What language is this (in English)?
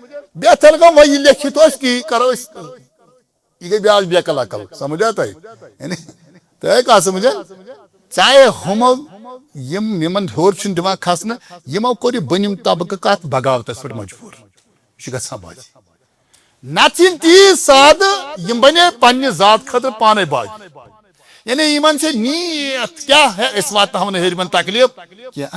Kashmiri